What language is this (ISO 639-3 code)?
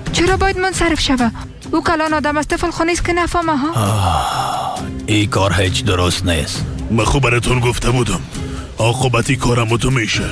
fas